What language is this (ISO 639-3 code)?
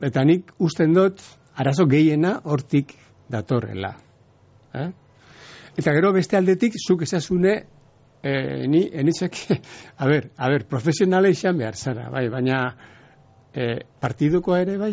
eus